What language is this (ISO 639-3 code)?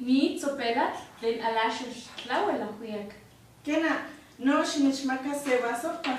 nhe